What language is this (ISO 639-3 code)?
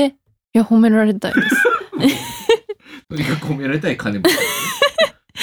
jpn